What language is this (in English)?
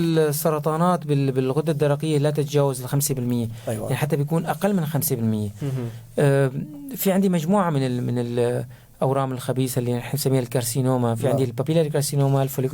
North Levantine Arabic